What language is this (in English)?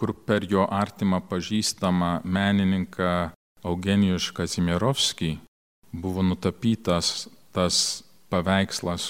Lithuanian